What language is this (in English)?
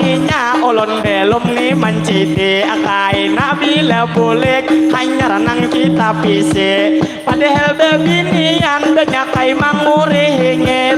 Banjar